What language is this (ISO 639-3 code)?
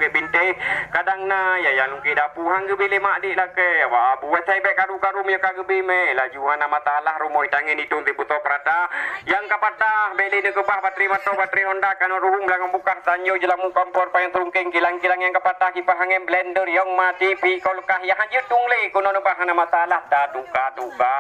ace